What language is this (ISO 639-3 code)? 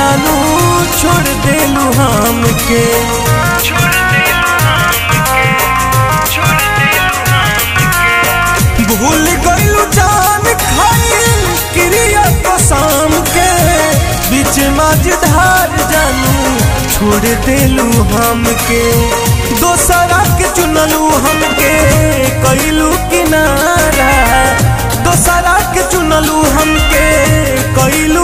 bho